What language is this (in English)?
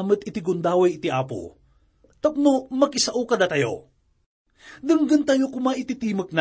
Iloko